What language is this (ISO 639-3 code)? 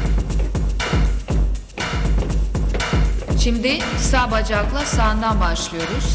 tur